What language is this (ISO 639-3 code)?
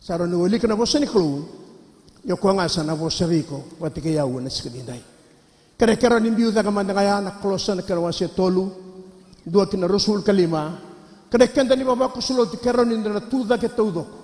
fij